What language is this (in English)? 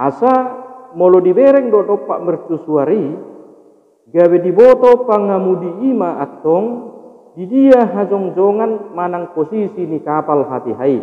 Batak Toba